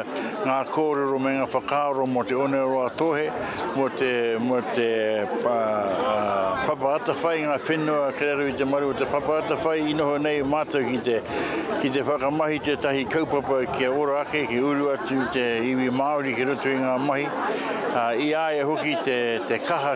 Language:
Māori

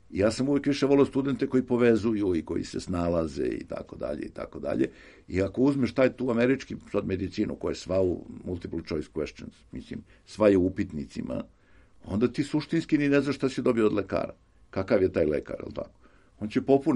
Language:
Serbian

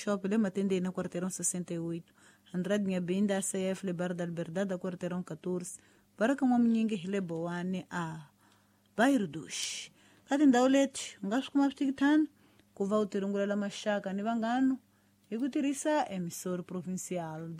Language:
Tsonga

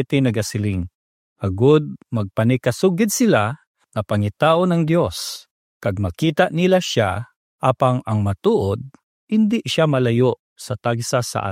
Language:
Hiligaynon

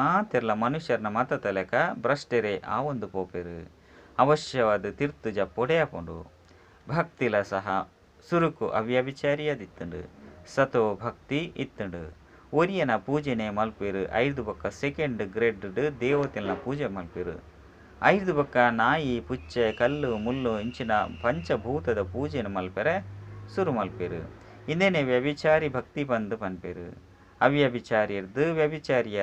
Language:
Tulu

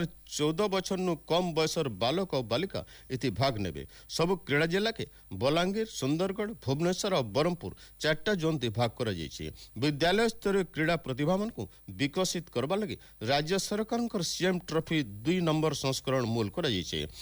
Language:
Odia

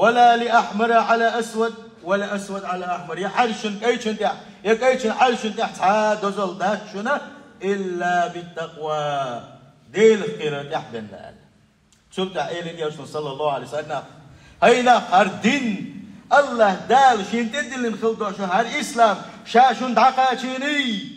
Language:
Chechen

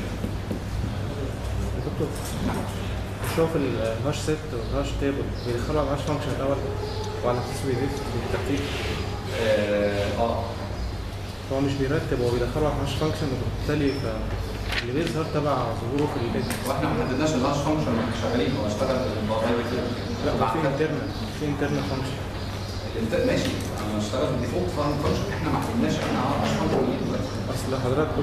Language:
Egyptian Arabic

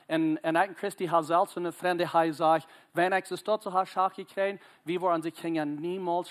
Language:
Plautdietsch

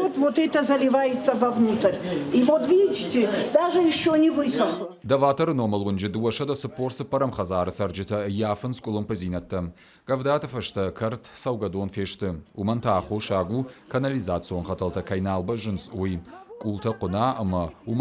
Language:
Ossetic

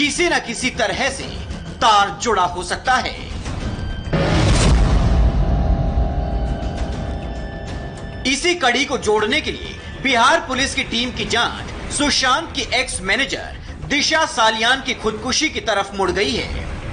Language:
Hindi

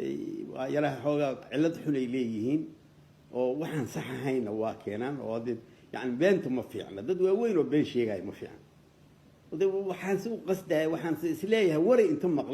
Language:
Somali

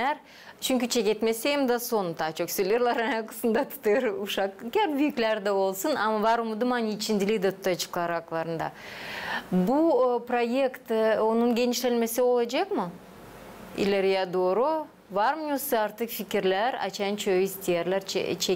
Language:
Gagauz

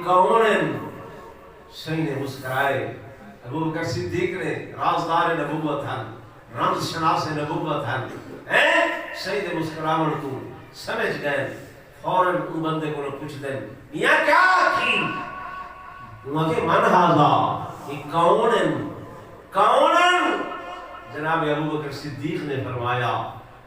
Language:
Saraiki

